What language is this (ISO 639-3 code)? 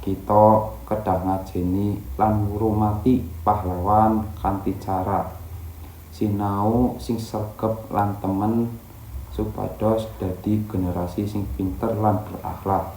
jav